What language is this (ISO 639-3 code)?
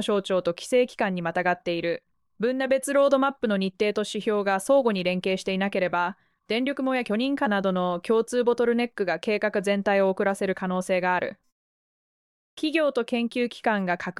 jpn